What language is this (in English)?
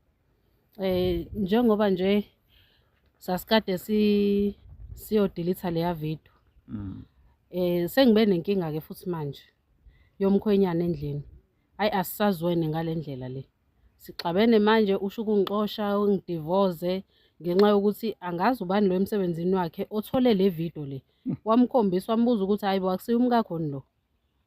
Zulu